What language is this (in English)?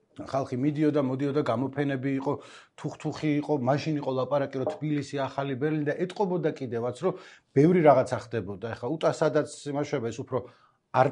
Georgian